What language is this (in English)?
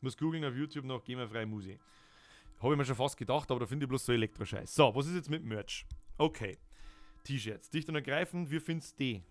Bavarian